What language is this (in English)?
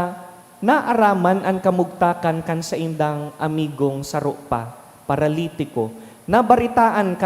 Bikol